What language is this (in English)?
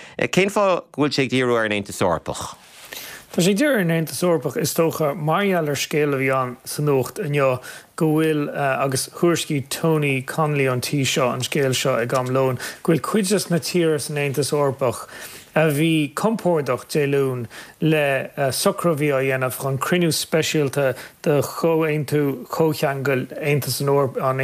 Irish